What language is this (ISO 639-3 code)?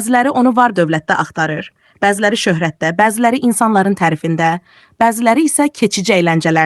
aze